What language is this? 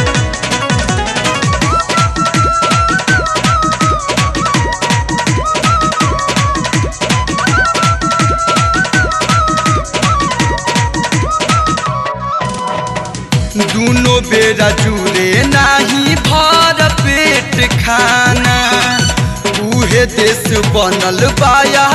Bhojpuri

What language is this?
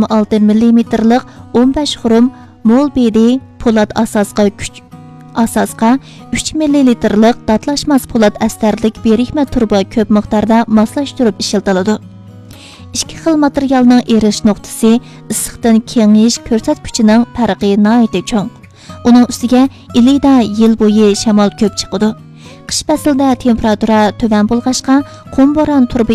Uyghur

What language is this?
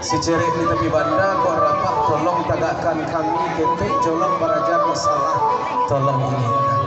Minangkabau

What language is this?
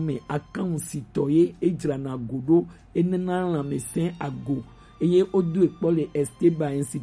Gen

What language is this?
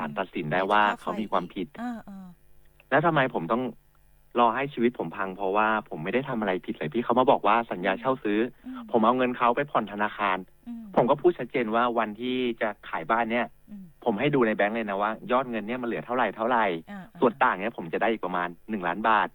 Thai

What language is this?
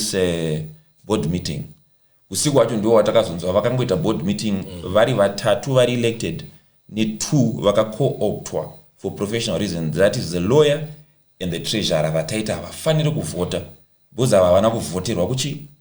Shona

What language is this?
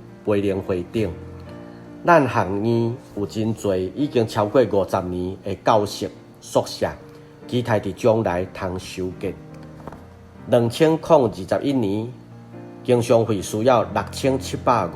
Min Nan Chinese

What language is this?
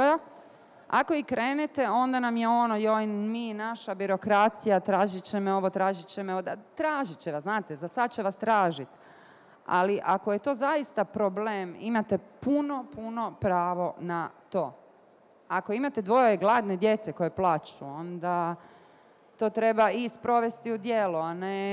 Bosnian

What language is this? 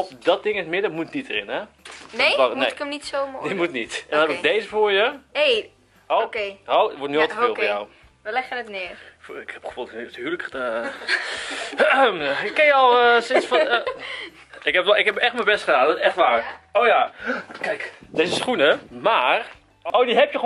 Dutch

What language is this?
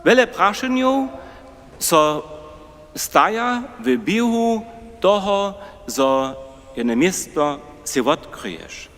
Upper Sorbian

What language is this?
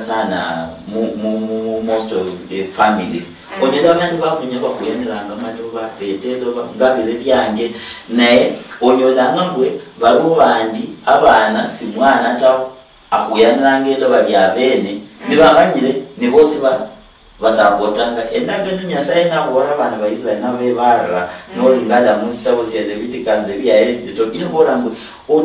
Luyia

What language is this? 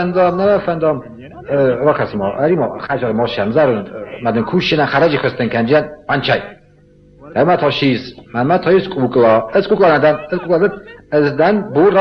Ossetic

